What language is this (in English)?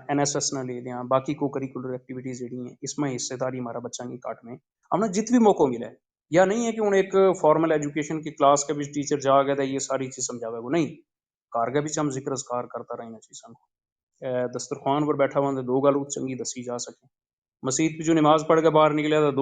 Gujari